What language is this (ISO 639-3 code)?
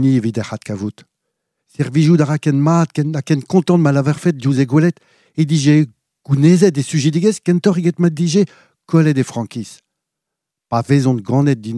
bre